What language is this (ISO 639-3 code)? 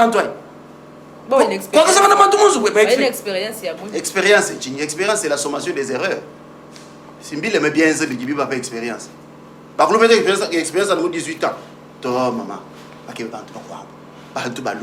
lua